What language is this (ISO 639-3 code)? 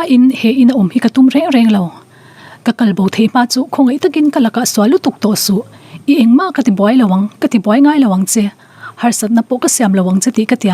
lus